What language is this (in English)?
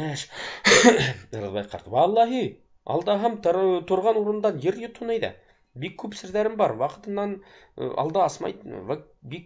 Bashkir